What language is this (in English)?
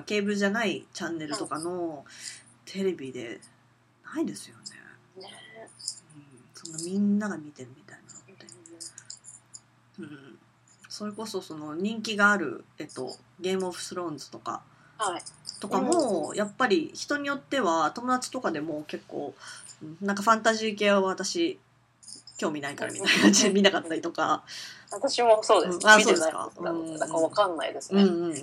Japanese